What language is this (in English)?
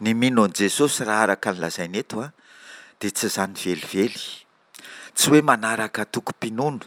Malagasy